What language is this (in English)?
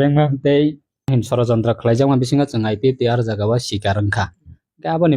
Kok Borok